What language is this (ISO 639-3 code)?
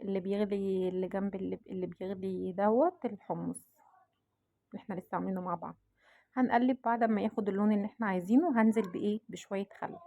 arz